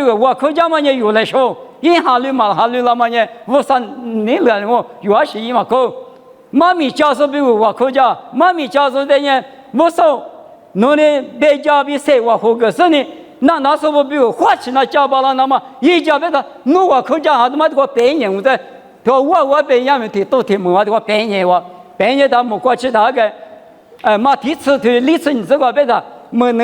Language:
Lisu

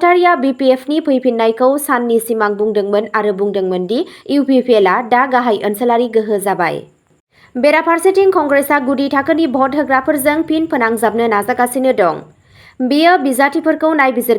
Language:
Bodo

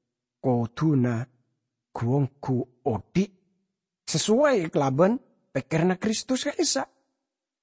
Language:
Madurese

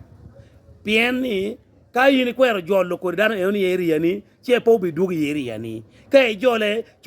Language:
Acoli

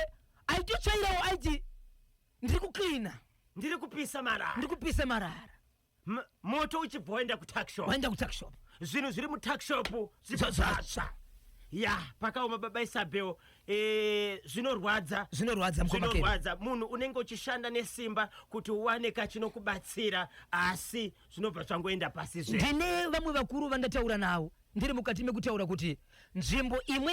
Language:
Shona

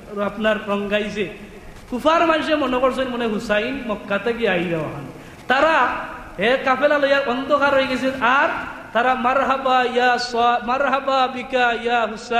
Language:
Sylheti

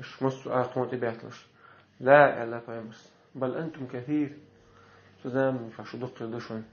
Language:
Chechen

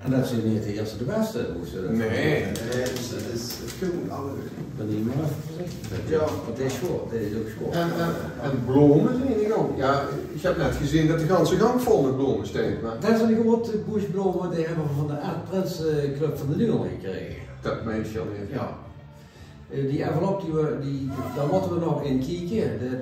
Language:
Limburgish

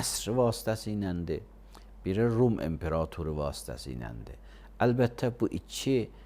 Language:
Azerbaijani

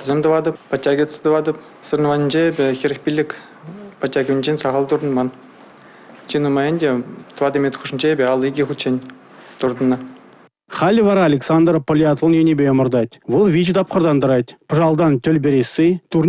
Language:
Chuvash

